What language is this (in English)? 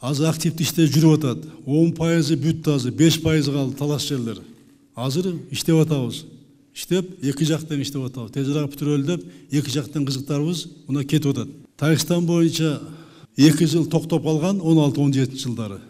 Kyrgyz